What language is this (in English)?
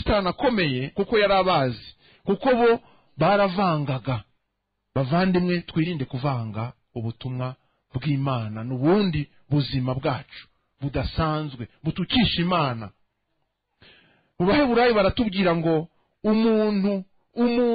Kinyarwanda